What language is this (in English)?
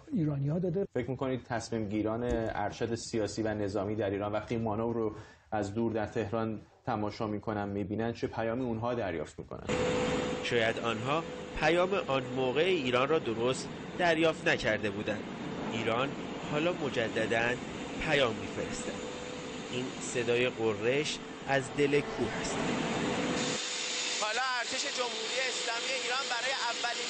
Persian